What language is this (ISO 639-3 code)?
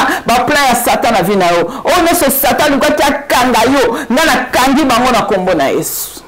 lin